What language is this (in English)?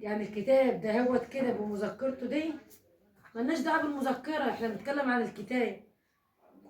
Egyptian Arabic